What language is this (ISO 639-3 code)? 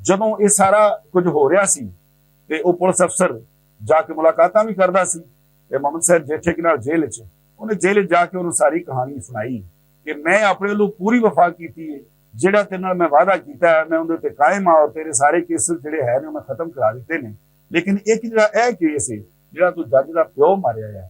lah